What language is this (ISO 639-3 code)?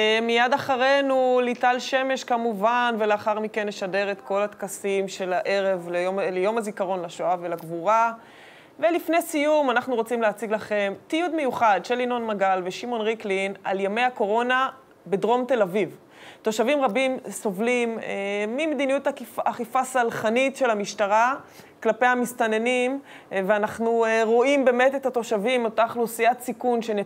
heb